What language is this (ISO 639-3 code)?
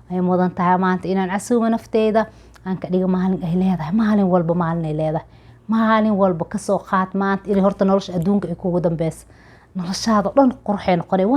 som